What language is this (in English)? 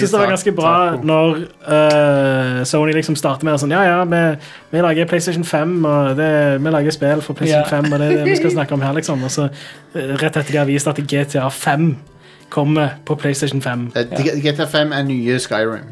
Norwegian